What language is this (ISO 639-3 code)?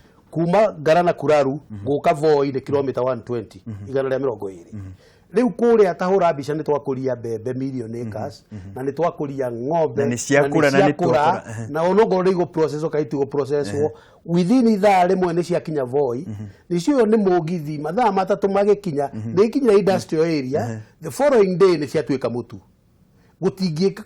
kik